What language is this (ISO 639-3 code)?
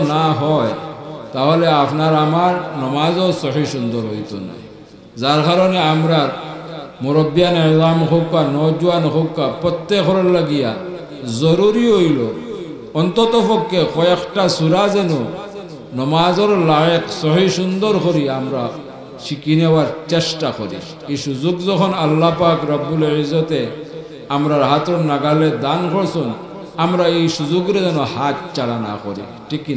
syl